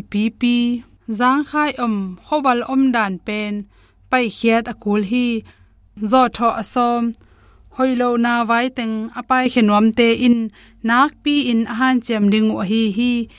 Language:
Tedim Chin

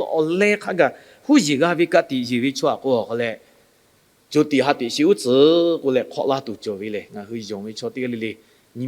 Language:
Lahu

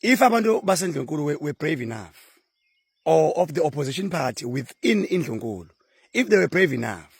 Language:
Zulu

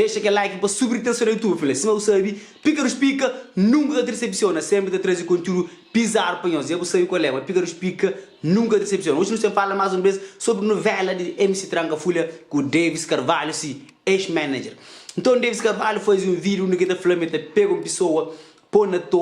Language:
Kabuverdianu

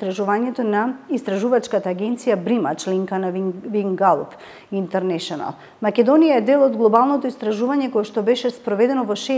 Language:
Macedonian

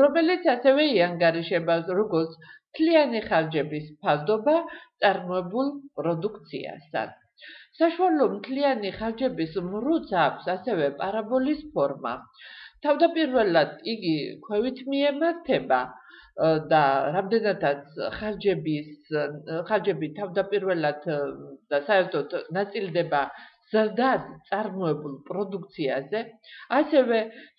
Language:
Georgian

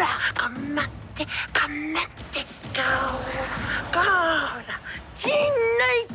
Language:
Māori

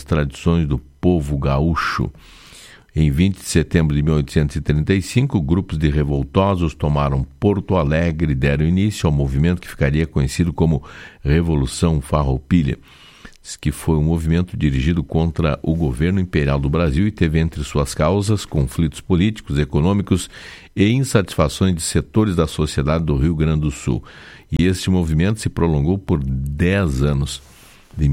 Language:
Portuguese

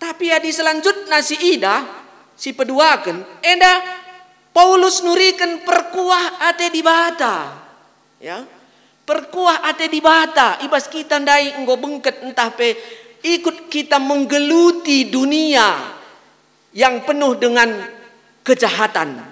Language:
Batak Karo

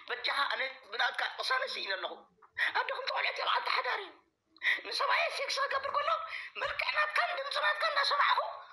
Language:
Tigrinya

